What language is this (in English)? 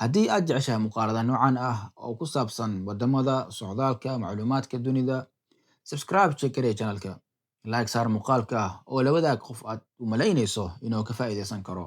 Somali